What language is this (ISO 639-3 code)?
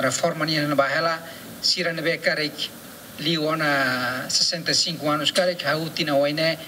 tet